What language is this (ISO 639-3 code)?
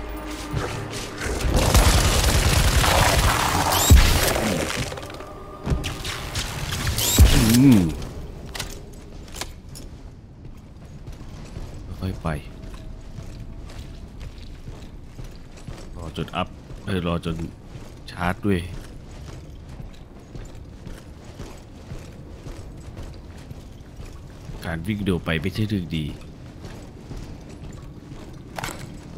tha